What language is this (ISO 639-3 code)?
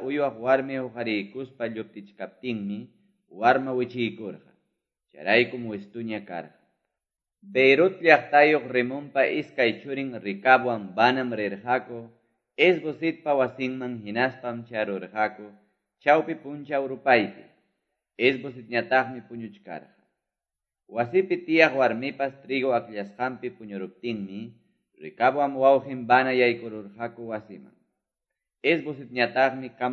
que